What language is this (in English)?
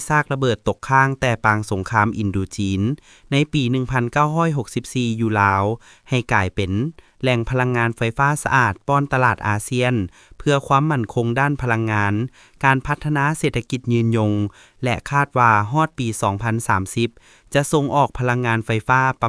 Lao